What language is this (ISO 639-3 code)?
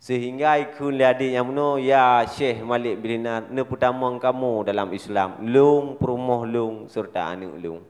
ace